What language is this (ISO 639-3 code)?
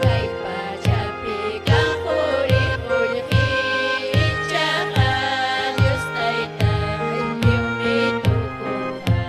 quy